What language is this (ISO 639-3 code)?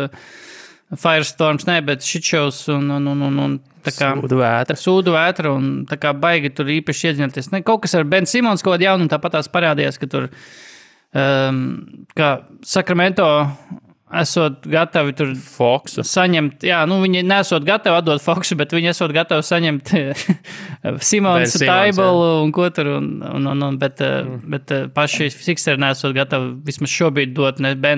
lav